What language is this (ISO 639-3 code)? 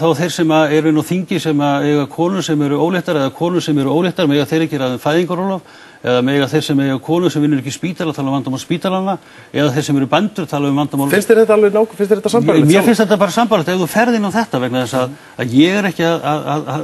isl